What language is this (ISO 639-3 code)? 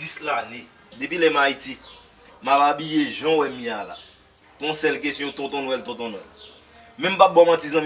hat